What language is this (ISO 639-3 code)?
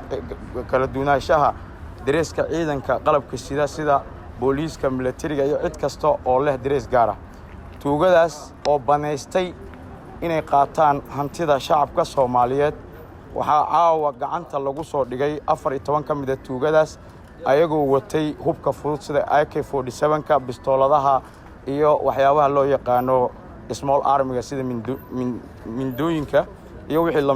som